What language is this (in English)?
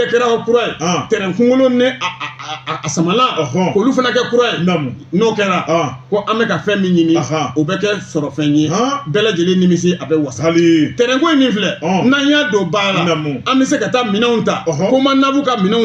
Bambara